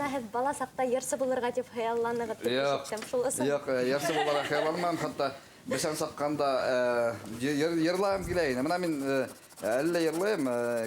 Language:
Bashkir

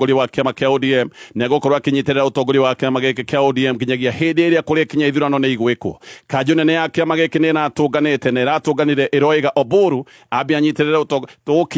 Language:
Kikuyu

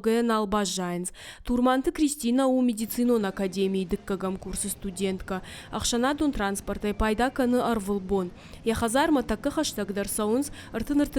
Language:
Ossetic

